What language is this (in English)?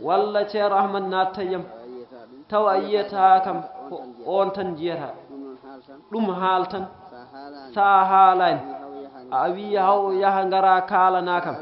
Fula